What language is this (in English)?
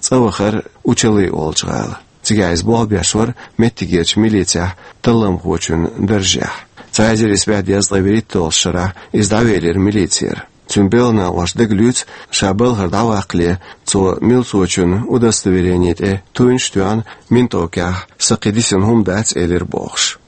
Chechen